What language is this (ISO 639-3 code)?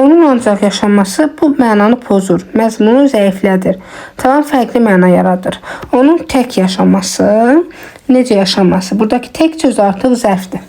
aze